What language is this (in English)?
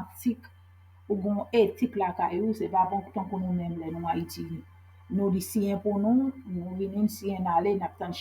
Haitian Creole